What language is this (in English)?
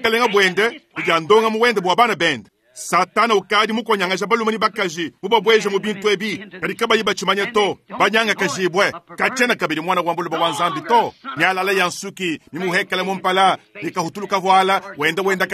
Luba-Lulua